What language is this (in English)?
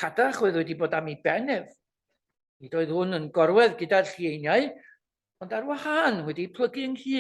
Welsh